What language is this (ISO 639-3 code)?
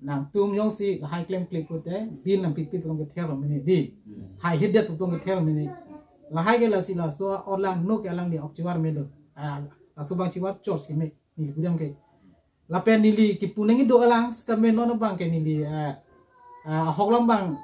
mjw